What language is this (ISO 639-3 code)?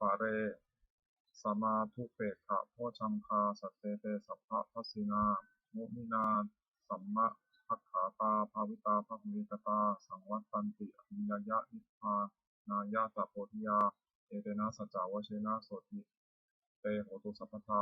pli